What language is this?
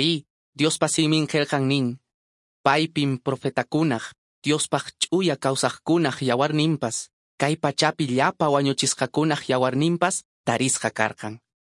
Quechua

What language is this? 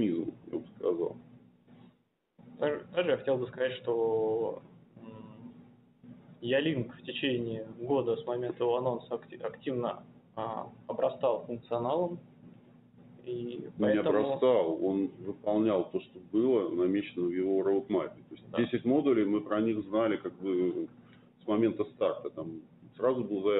Russian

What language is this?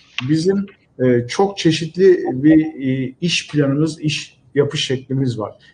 Turkish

